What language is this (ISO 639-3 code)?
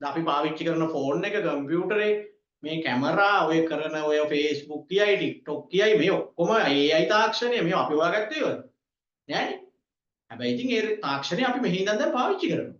sin